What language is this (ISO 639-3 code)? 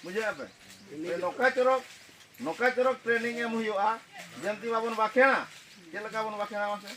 sat